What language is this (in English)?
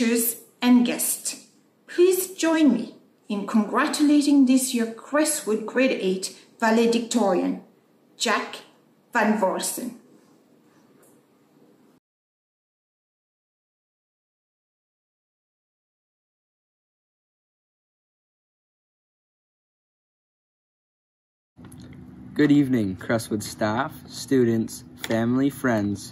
English